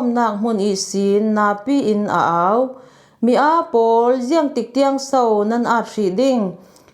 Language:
Falam Chin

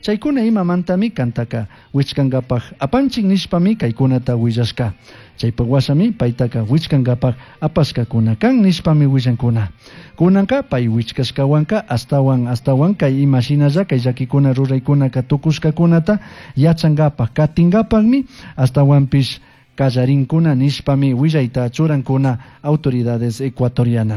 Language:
Chimborazo Highland Quichua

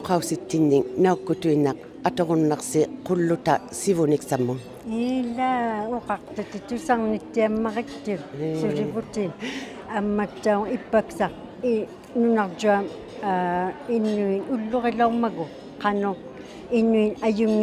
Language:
Inuktitut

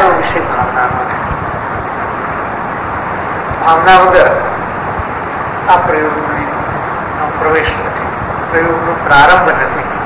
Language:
Gujarati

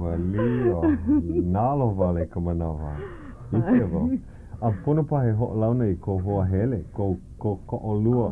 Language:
Hawaiian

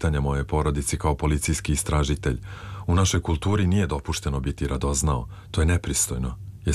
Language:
Serbian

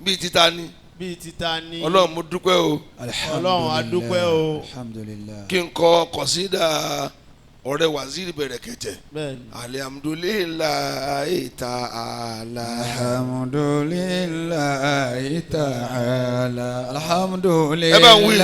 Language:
Yoruba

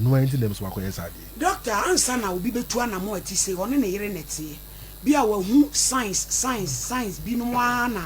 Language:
Akan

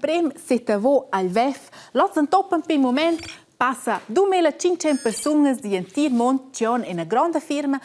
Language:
Romansh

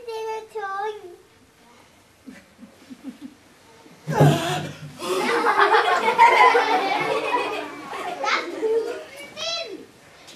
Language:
Norwegian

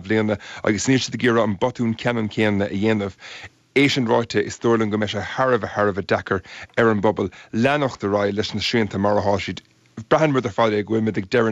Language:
Irish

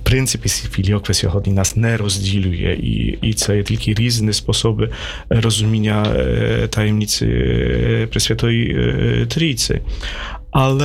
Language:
Ukrainian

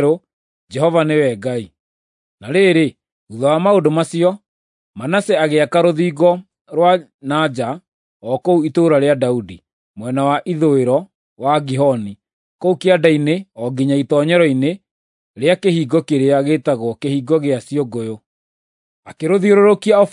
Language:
Kikuyu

